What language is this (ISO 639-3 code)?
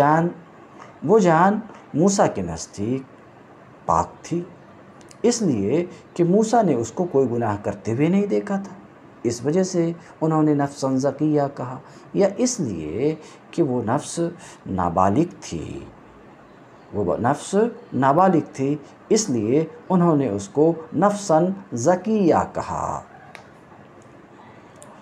urd